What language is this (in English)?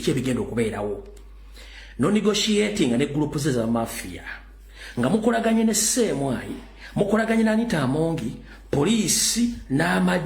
Ganda